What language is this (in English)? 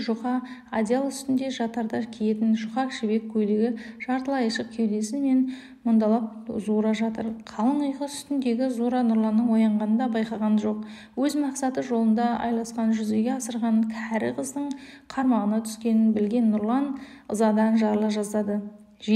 Kazakh